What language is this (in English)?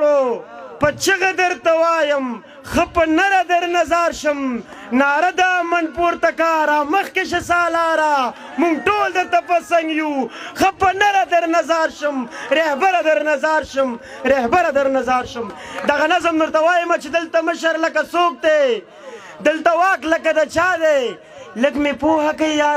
Pashto